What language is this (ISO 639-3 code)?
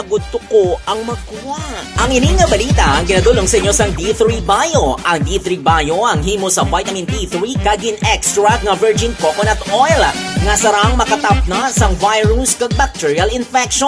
hil